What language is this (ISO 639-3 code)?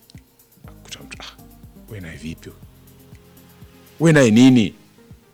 swa